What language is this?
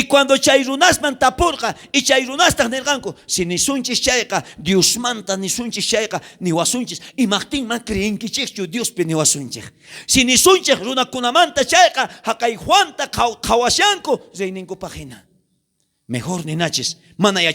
South Bolivian Quechua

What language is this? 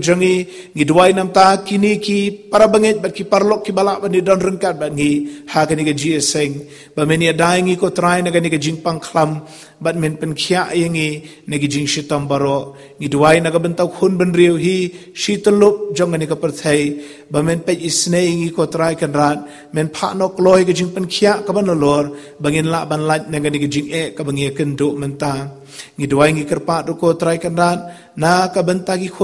Khasi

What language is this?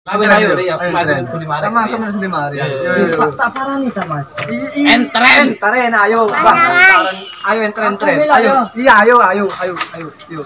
Madurese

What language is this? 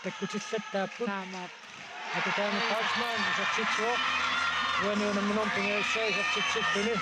Kalaallisut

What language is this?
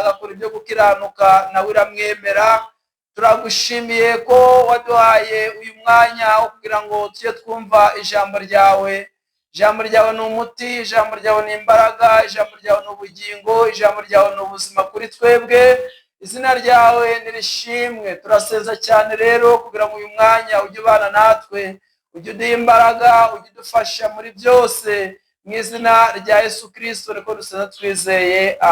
Kinyarwanda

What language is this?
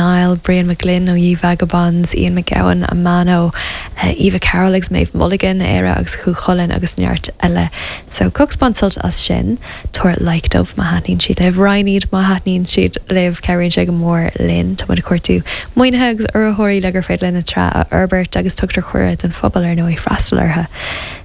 Irish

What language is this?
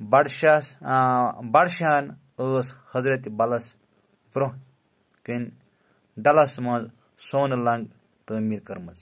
Kashmiri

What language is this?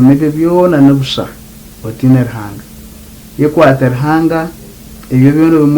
Nyankole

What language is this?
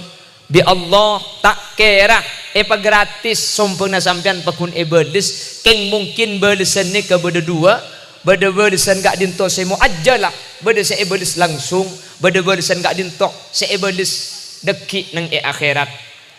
Madurese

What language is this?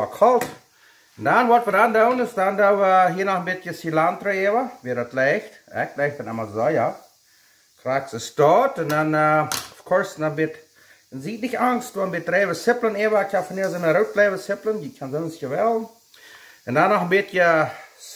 Plautdietsch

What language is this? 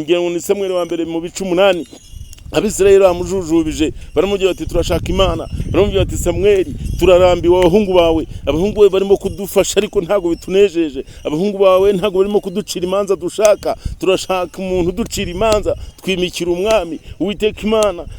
Kinyarwanda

